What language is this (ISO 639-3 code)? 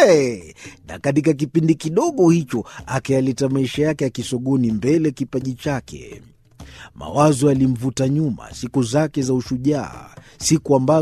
swa